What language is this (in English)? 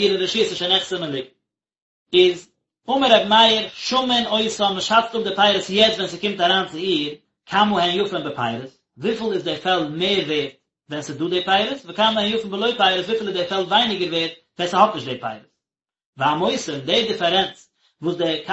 Yiddish